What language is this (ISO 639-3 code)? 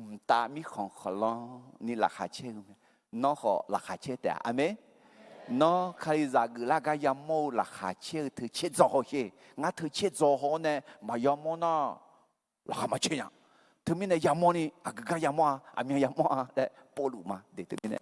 ahk